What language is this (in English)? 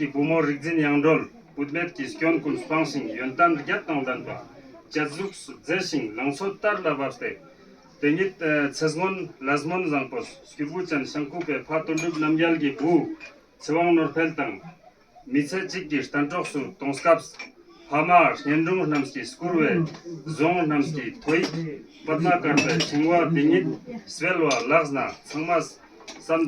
Ladakhi